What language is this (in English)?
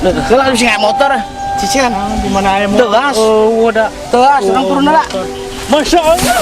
Sundanese